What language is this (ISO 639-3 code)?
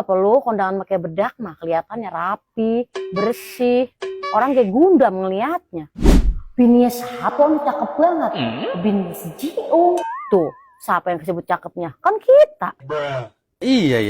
bew